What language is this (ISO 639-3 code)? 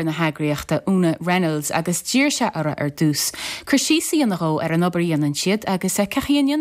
gle